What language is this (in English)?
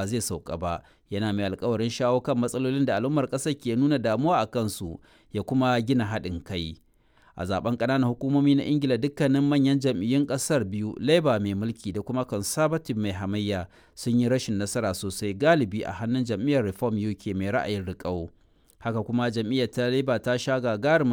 Hausa